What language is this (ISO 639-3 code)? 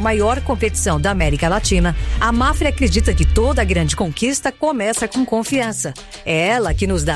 por